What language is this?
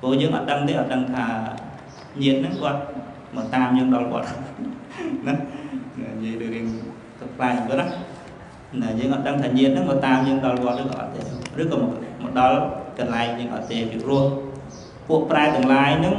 Khmer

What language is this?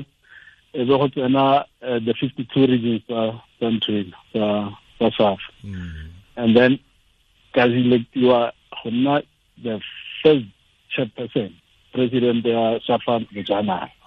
Tswana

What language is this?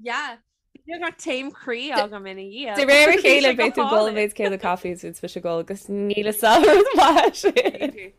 Irish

